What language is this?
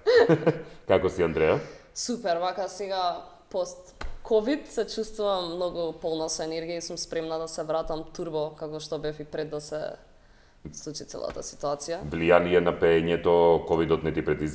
Macedonian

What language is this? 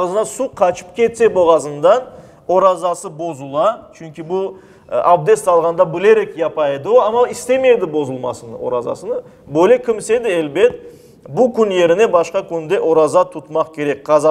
Crimean Tatar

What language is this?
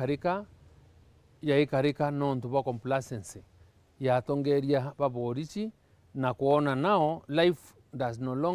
Meru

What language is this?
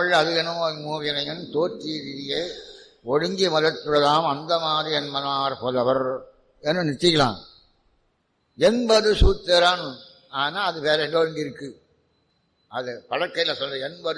Tamil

